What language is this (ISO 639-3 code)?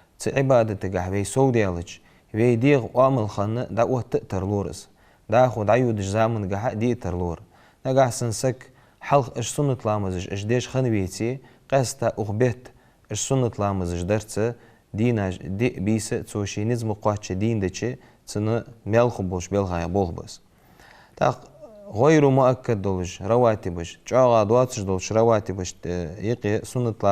inh